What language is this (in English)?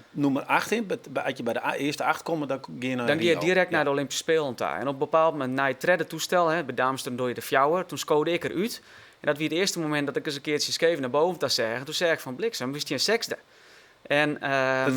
Western Frisian